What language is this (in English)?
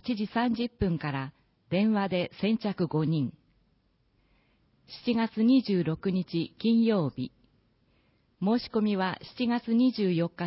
Japanese